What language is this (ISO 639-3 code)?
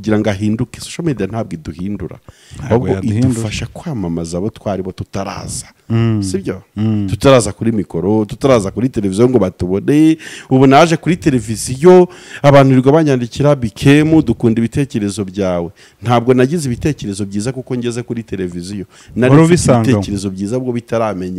kin